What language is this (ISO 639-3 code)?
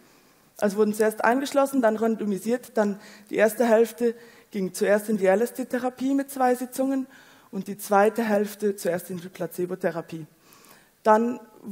deu